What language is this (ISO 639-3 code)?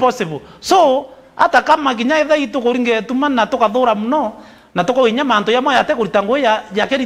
mer